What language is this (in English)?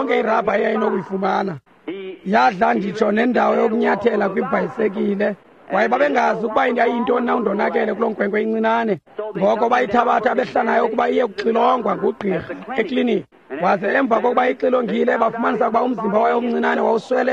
Xhosa